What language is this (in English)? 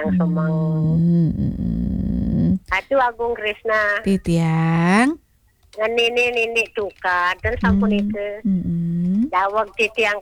Balinese